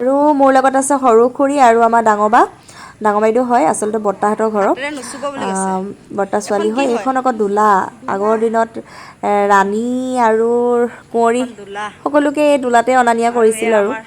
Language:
Assamese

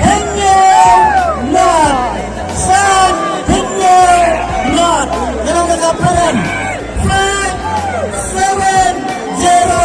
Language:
Khasi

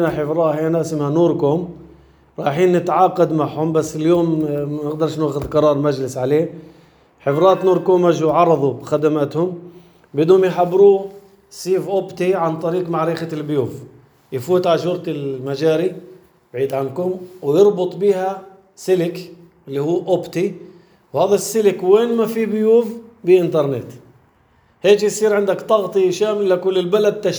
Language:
North Levantine Arabic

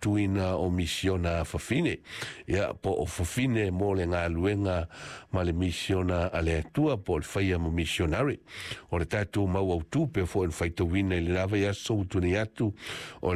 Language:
Samoan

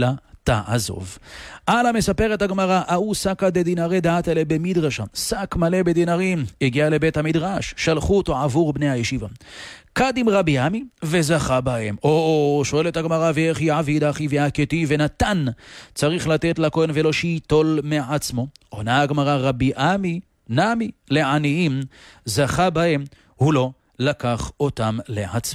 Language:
Hebrew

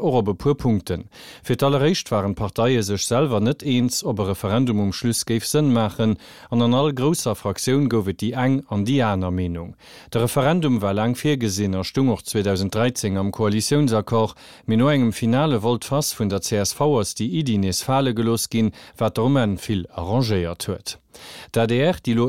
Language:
Luxembourgish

